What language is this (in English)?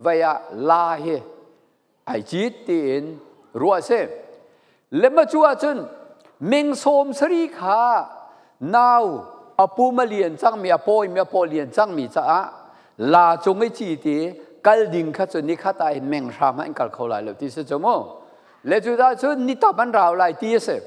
Falam Chin